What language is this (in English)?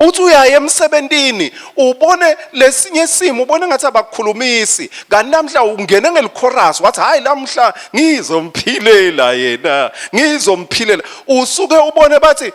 Swati